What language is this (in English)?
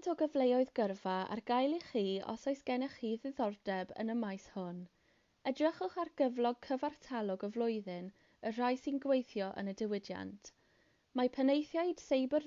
Welsh